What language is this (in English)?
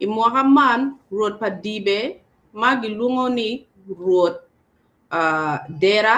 Acoli